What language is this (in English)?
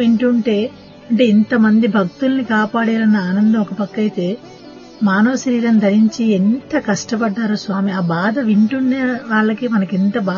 Telugu